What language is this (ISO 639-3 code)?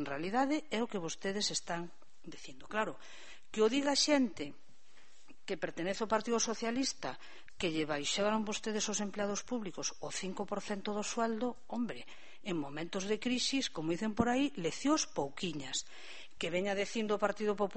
glg